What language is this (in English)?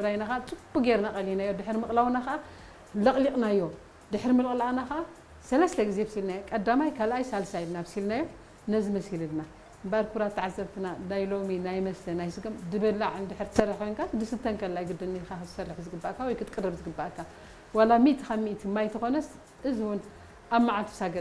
Tigrinya